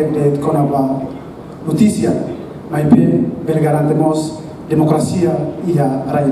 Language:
Tetum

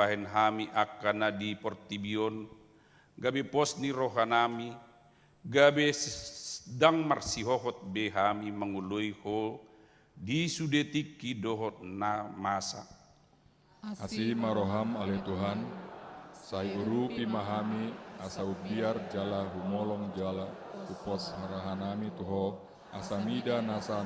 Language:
Batak Toba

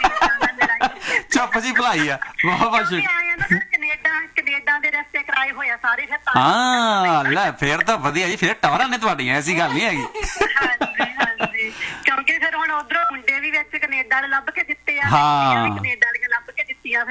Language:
Punjabi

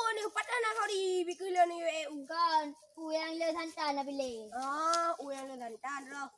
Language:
Achinese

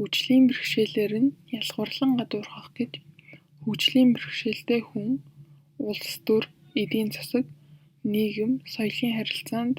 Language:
Mongolian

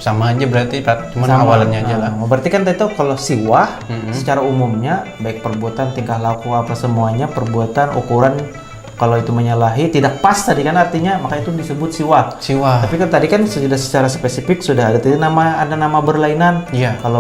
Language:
Banjar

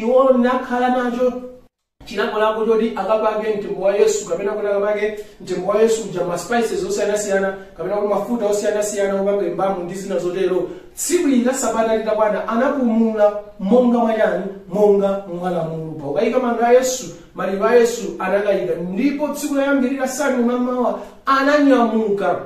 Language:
Nyanja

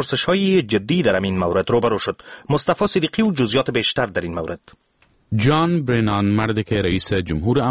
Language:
Persian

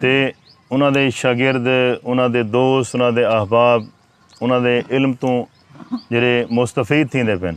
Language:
Saraiki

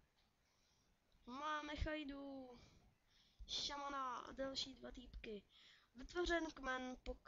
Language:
Czech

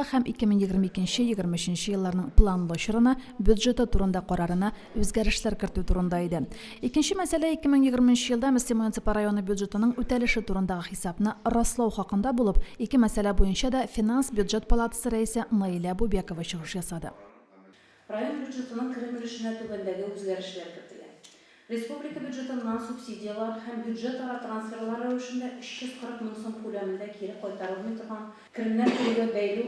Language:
Tatar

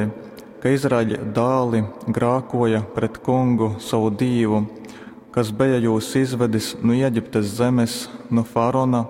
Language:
Latgalian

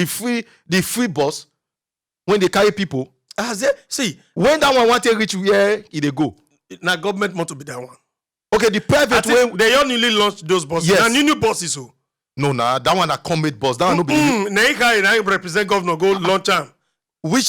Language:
Nigerian Pidgin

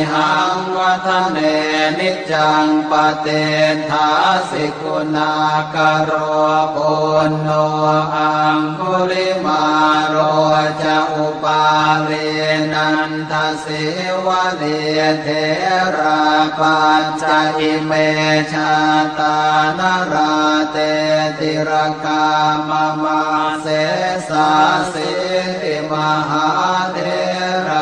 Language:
Pali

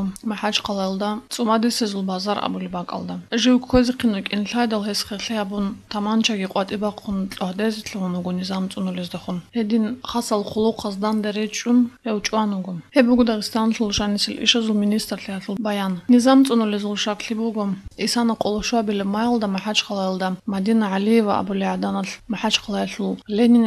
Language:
Avaric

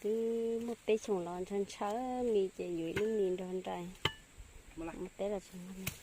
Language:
Hmong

